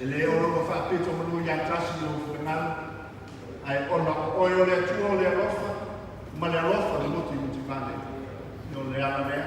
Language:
Samoan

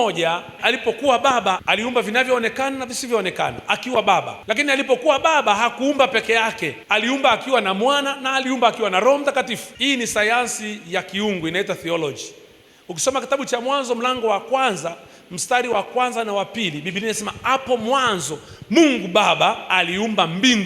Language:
Swahili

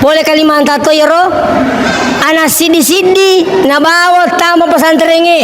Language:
Buginese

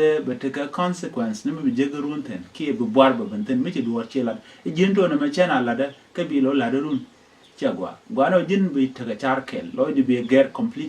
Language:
Nuer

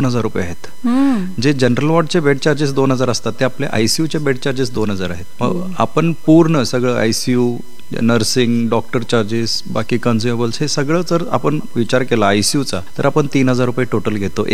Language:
Marathi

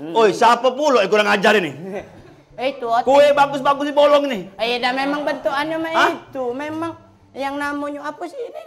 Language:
Musi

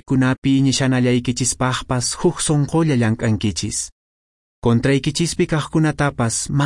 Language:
Quechua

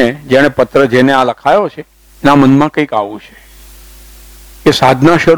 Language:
Gujarati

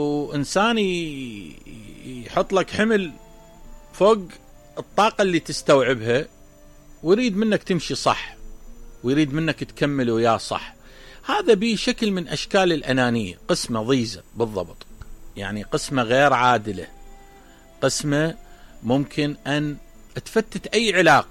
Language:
Mesopotamian Arabic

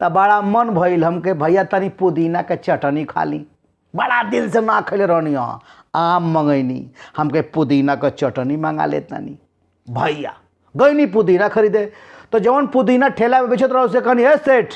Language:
Bhojpuri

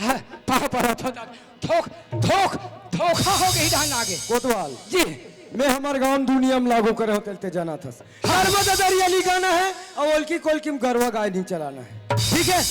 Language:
Chhattisgarhi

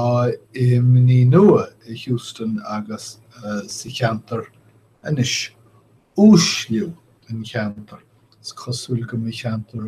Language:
Irish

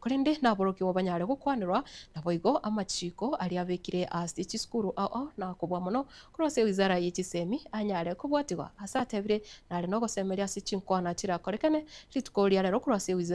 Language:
Gusii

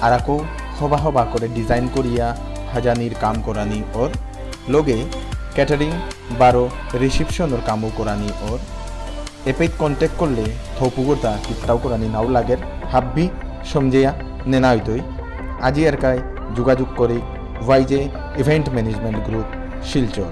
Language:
Bishnupriya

